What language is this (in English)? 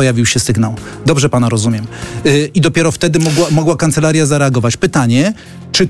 Polish